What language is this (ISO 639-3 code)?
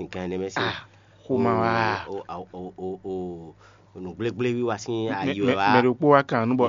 fon